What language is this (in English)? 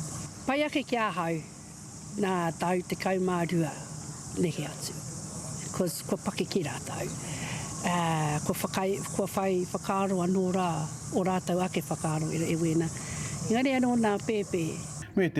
Māori